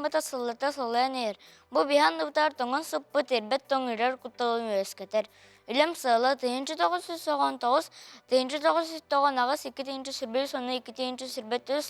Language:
Yakut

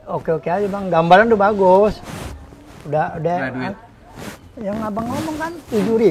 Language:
Betawi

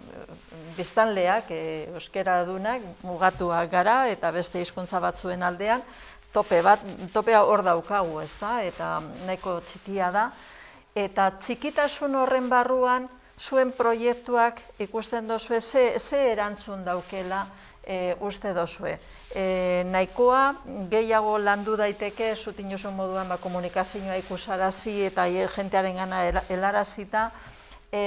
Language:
Basque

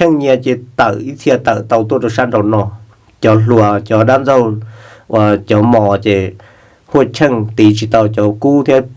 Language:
Hmong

